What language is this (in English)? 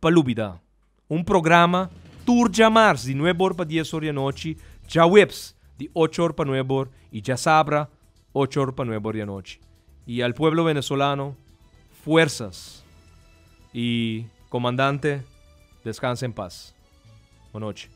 Papiamento